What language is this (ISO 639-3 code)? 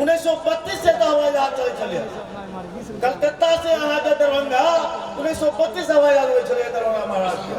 mai